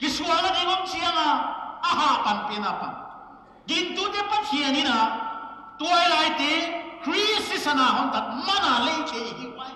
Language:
Paite Chin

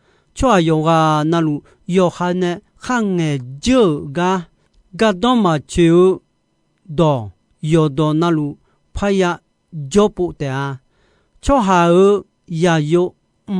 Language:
Akha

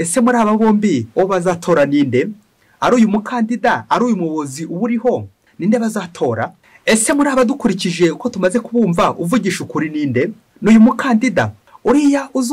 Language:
Kinyarwanda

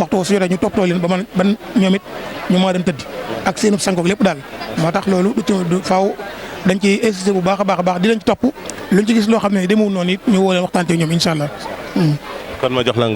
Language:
Wolof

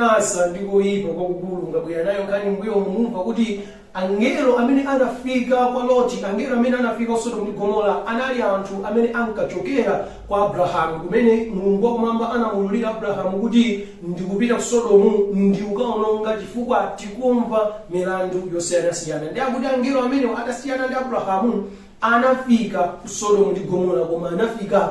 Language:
Nyanja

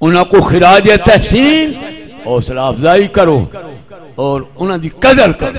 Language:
Saraiki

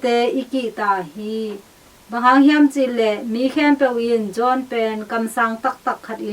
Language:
Tedim Chin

